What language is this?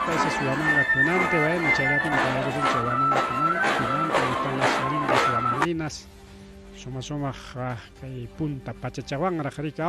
Ayacucho Quechua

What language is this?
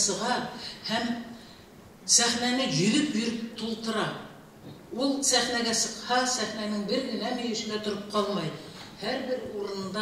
Bashkir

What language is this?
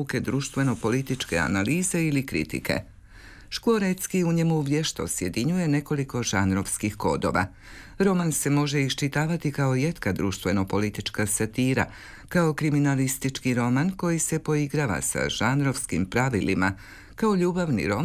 Croatian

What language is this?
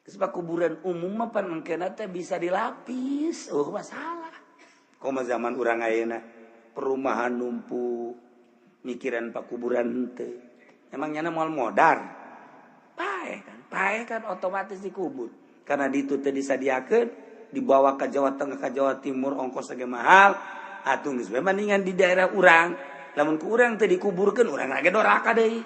Sundanese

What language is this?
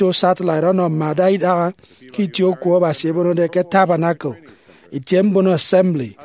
Efik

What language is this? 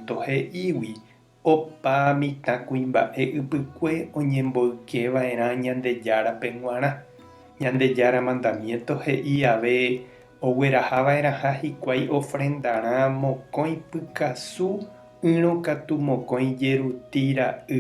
Guarani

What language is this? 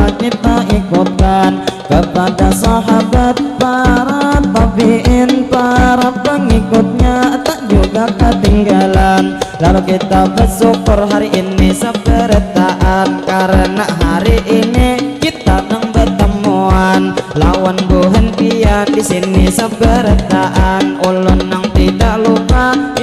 Banjar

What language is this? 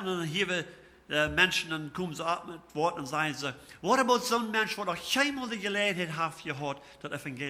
Plautdietsch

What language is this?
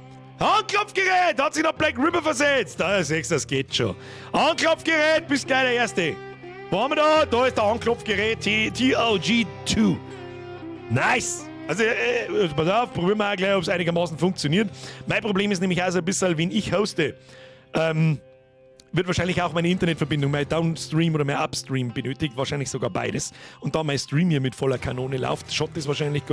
Bavarian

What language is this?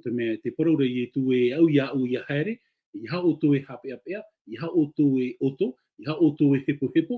Tahitian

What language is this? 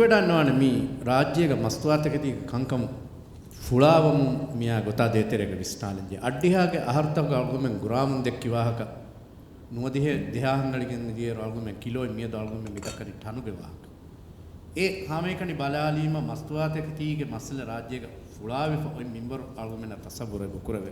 Divehi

